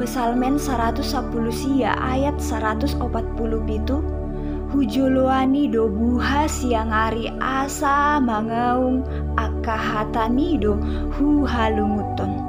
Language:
Batak Toba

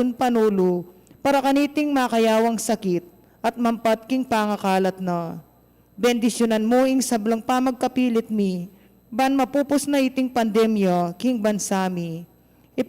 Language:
Pampanga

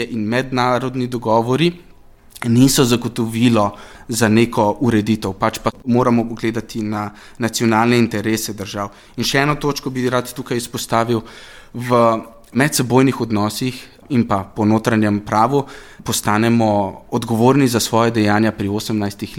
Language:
Slovenian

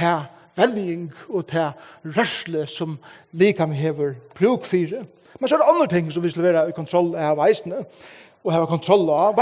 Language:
Faroese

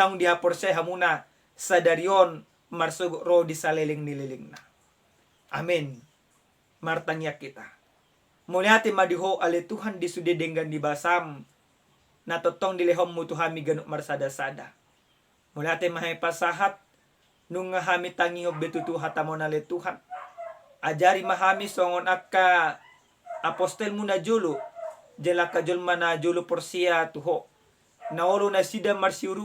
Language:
Batak Toba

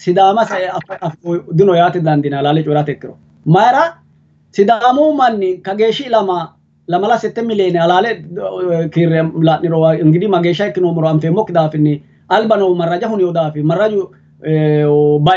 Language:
Sidamo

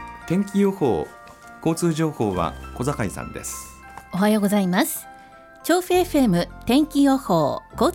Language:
Japanese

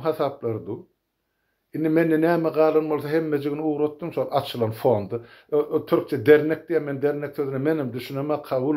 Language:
Turkmen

